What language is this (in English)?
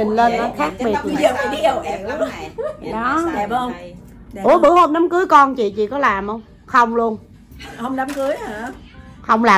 Vietnamese